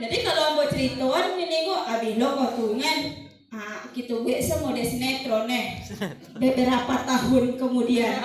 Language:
Minangkabau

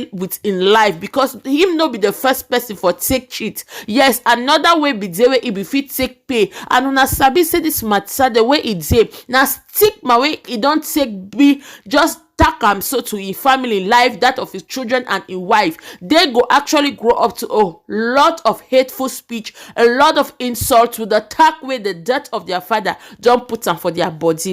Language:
Nigerian Pidgin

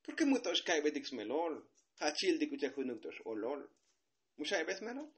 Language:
Tzotzil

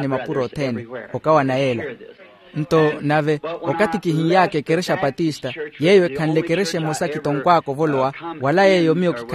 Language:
Makhuwa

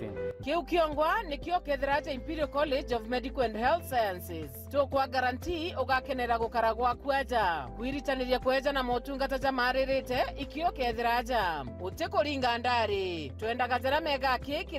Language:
Meru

